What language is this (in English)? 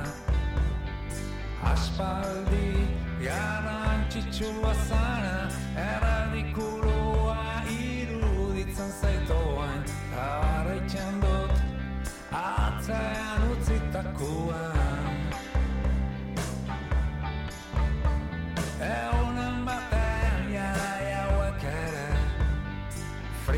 Basque